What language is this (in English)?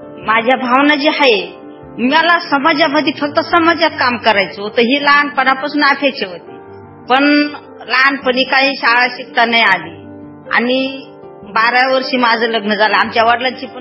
Marathi